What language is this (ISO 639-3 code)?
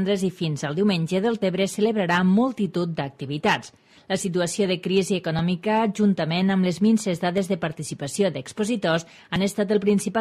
cat